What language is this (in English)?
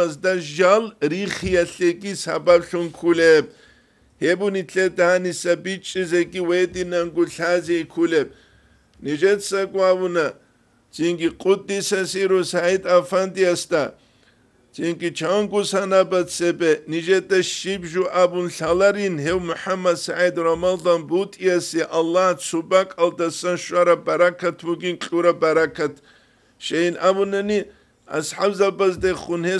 Avaric